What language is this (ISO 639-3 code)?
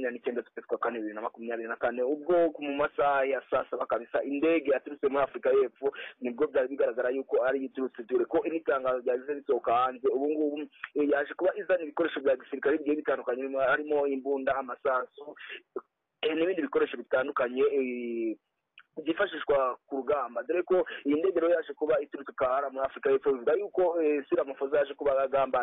kin